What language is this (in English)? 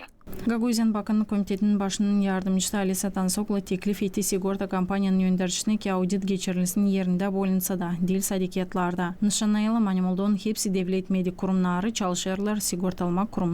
Gagauz